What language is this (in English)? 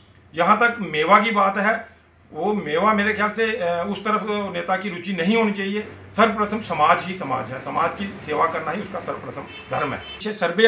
Hindi